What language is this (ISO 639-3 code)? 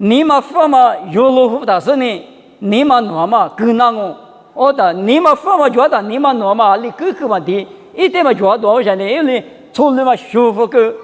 lis